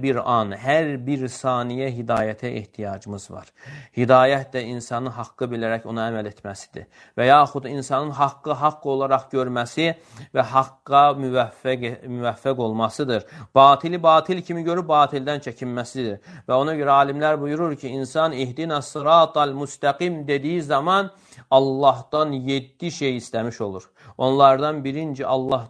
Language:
Azerbaijani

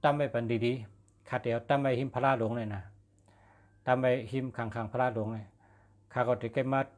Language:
Shan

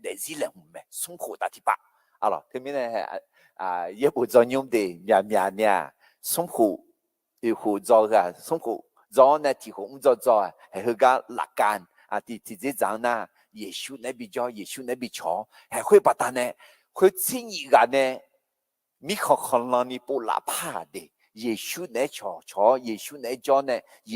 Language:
Akha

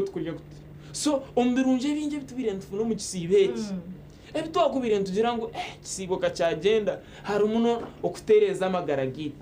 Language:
Nyankole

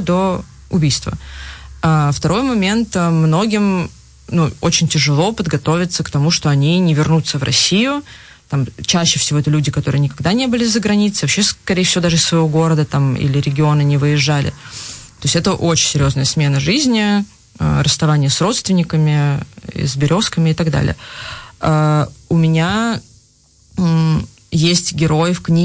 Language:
Russian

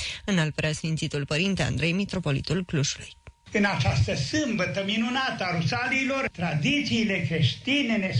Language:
Romanian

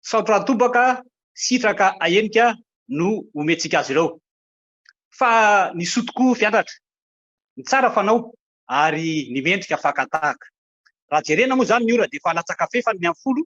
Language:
Malagasy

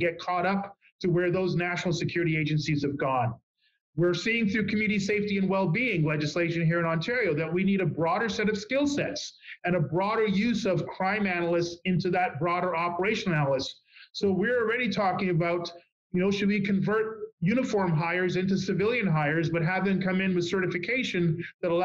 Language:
English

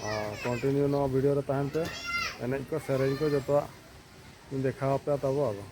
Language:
Santali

